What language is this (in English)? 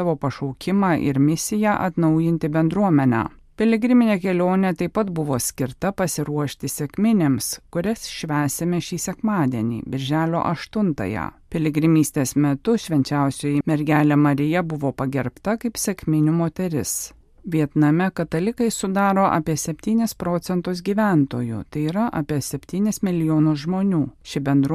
Lithuanian